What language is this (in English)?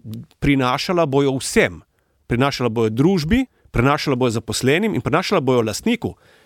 Slovenian